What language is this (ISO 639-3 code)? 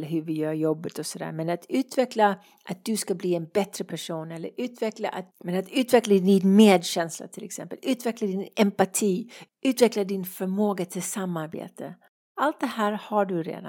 swe